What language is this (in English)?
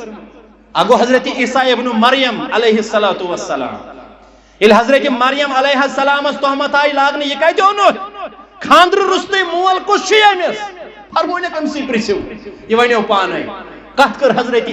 Kashmiri